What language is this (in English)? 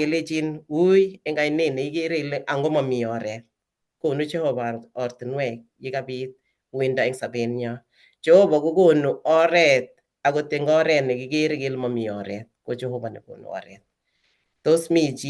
Kalenjin